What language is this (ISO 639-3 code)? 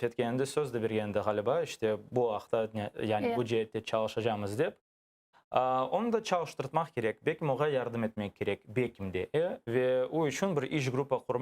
crh